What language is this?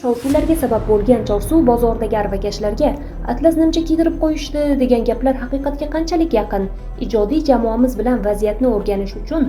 Uzbek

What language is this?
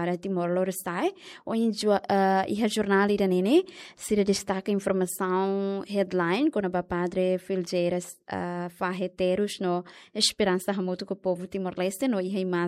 Tetum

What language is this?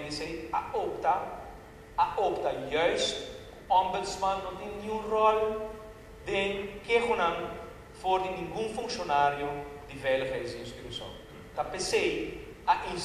Papiamento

